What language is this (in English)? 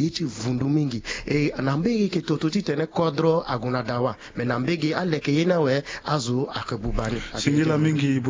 Sango